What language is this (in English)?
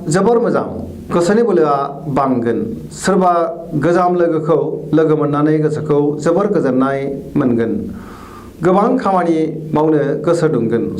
Bodo